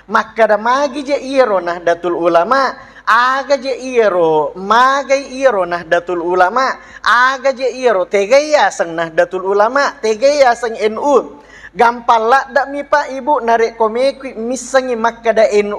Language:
Buginese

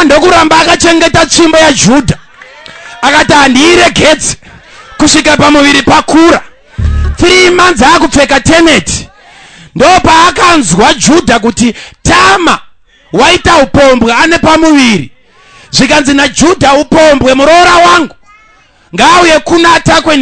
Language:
Shona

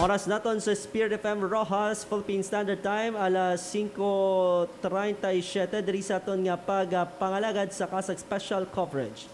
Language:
Hiligaynon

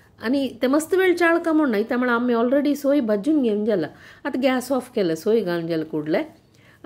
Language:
Konkani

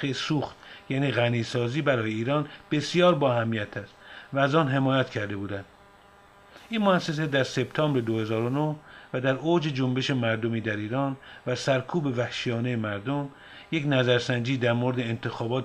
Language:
Persian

